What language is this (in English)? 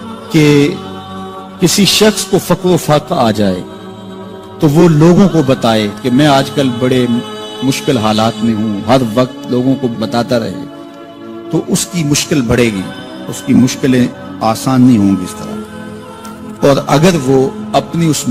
Urdu